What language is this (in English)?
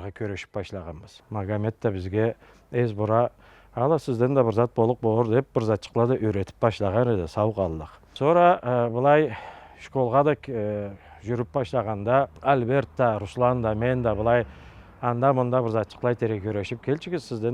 Karachay-Balkar